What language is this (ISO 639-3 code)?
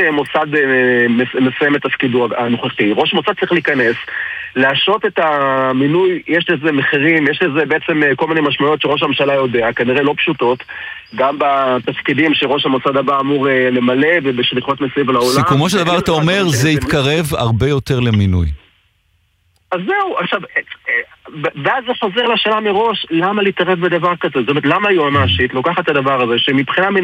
heb